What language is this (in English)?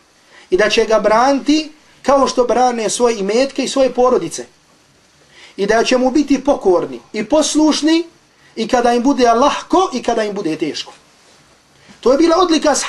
Bosnian